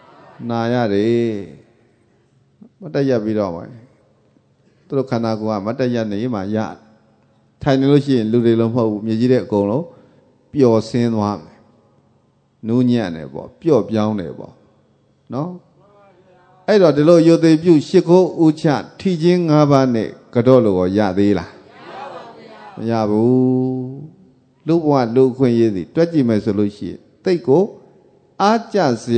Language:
Burmese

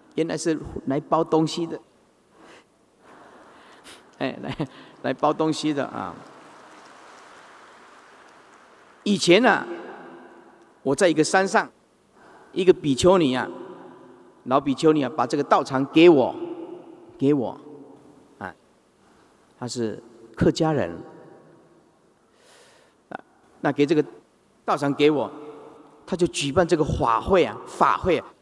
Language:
Chinese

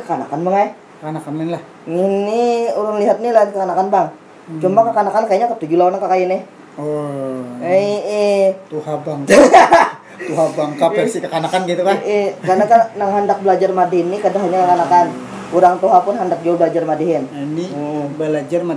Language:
Banjar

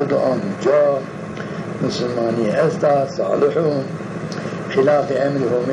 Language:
Zaza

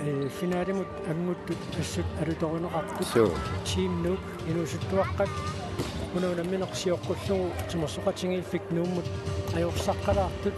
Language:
Kalaallisut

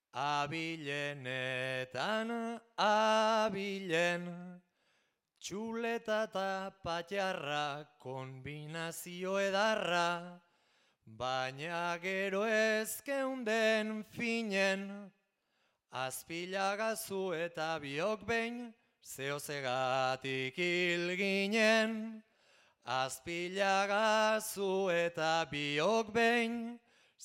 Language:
Basque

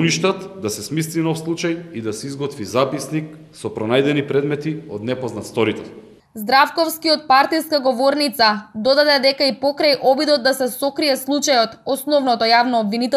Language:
Macedonian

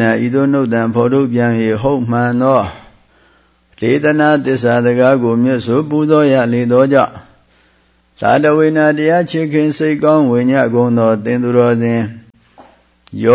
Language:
Burmese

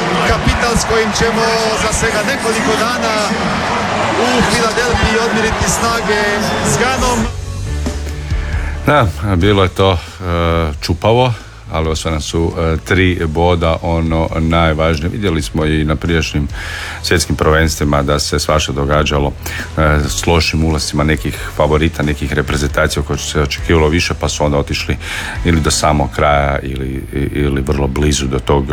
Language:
Croatian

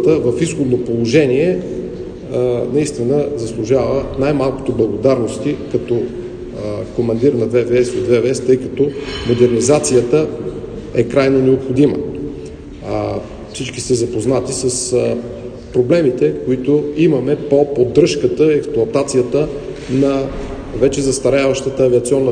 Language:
Bulgarian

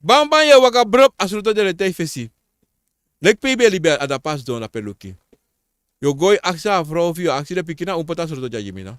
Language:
Sranan Tongo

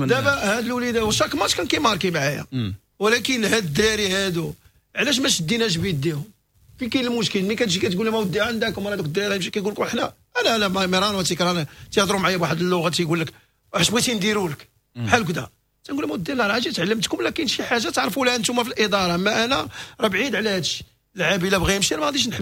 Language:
Moroccan Arabic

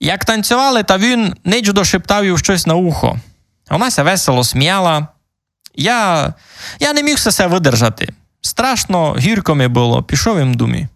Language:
Rusyn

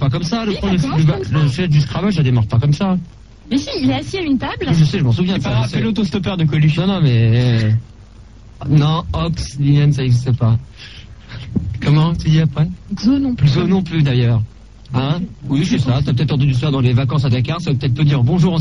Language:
French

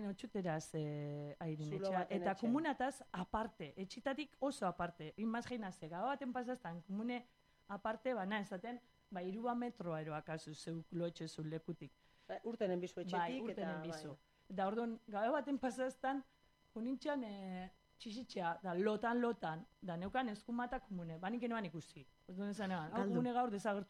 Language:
Basque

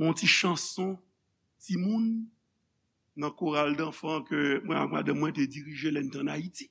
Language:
Haitian Creole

